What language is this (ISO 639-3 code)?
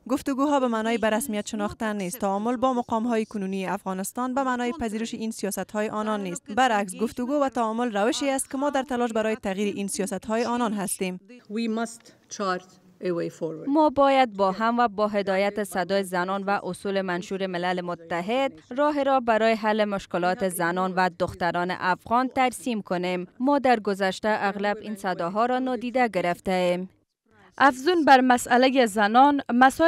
fas